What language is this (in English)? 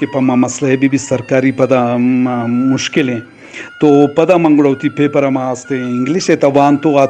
Eastern Balochi